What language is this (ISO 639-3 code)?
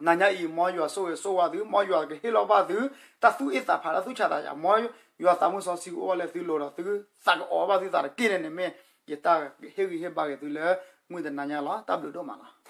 ksw